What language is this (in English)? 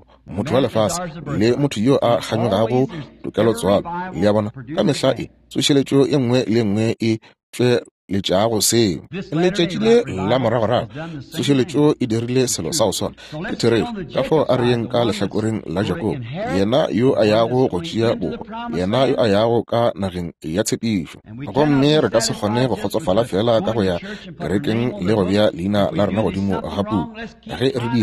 Northern Sotho